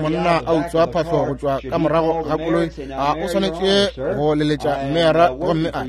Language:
Northern Sotho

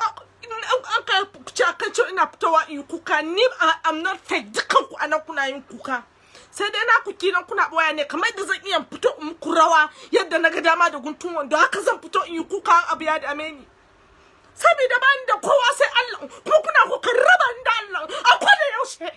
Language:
Hausa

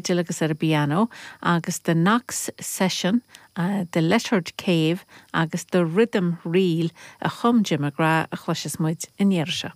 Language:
Irish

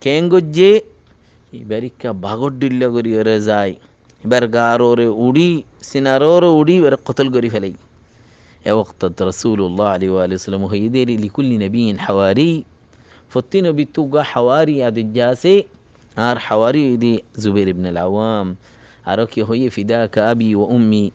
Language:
Rohingya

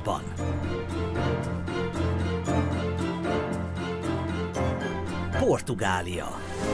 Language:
Hungarian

